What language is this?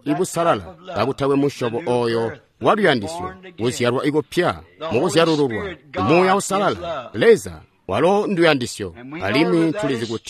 Tonga (Zambia)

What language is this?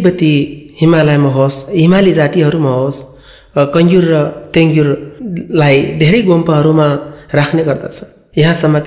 Nepali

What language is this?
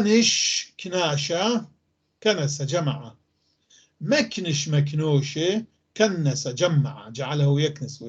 North Levantine Arabic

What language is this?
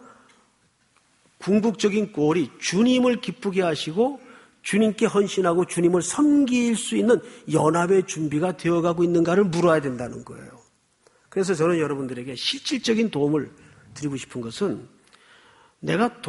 Korean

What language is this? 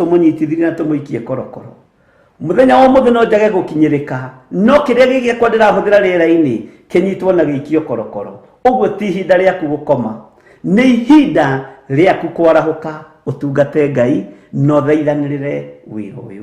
Kikuyu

